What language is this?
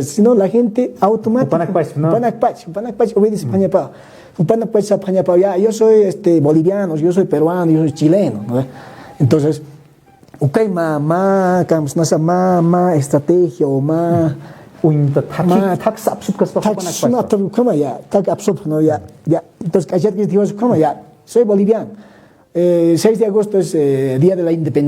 Aymara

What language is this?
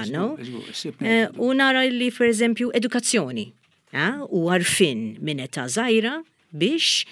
Maltese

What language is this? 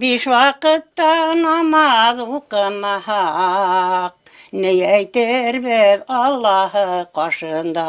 Bashkir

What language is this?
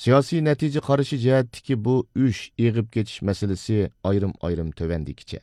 Uyghur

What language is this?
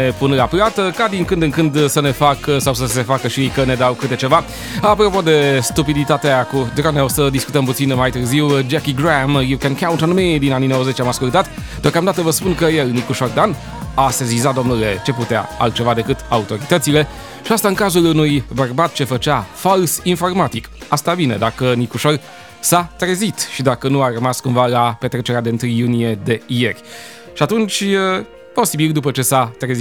Romanian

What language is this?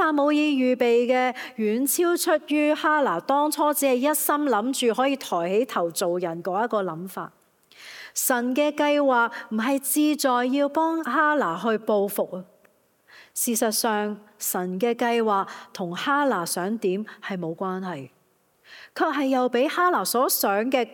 Cantonese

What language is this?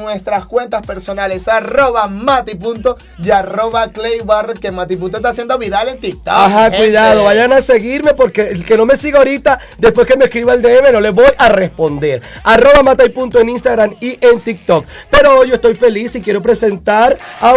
Spanish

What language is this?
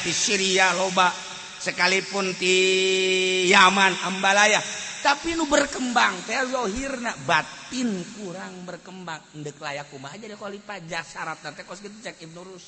Sundanese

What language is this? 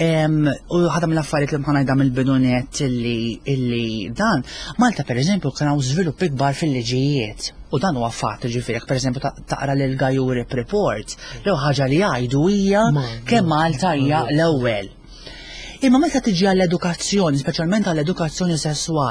Maltese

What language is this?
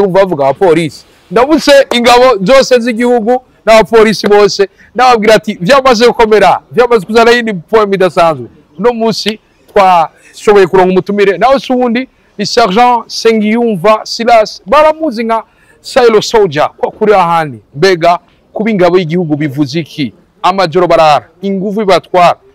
Rundi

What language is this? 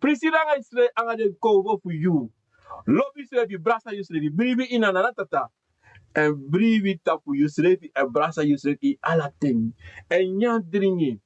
Sranan Tongo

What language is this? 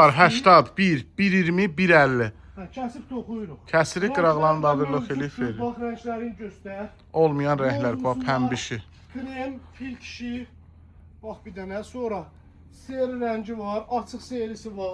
Azerbaijani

